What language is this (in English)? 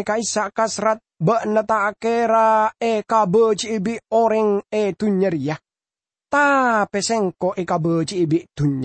Madurese